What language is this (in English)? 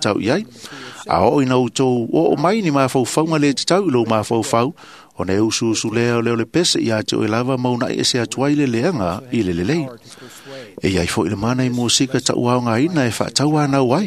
Samoan